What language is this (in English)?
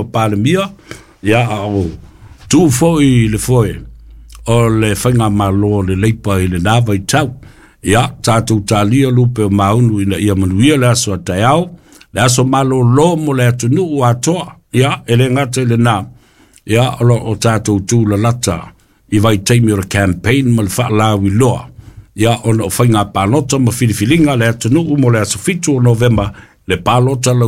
Samoan